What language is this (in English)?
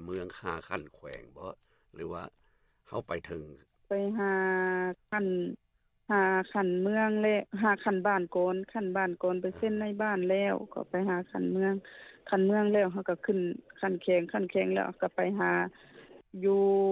Lao